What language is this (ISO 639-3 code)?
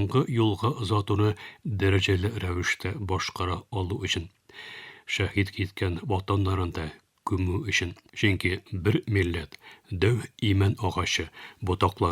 tat